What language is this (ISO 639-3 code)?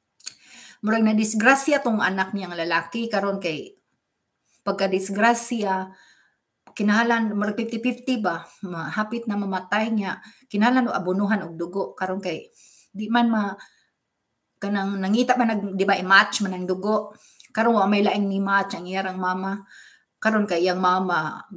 ceb